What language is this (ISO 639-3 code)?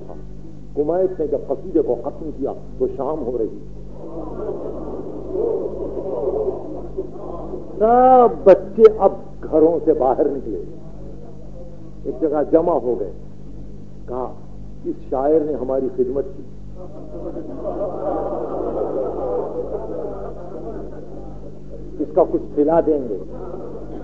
urd